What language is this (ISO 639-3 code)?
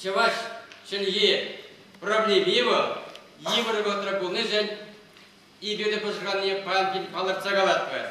chv